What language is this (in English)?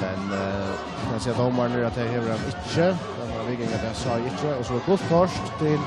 Faroese